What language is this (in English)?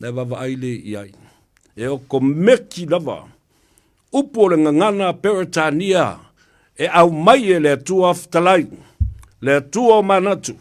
Samoan